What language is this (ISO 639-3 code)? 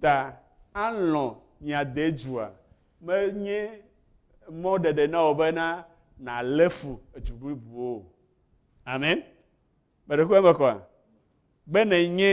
ewe